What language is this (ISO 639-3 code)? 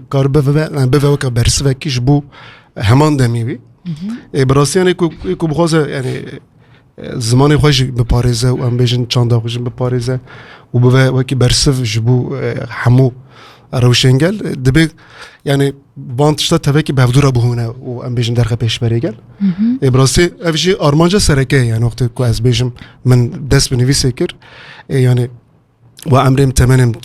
kur